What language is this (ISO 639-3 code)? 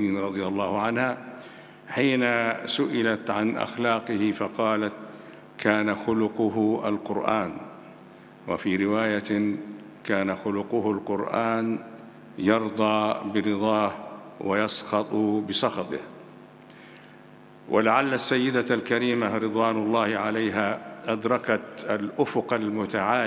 arz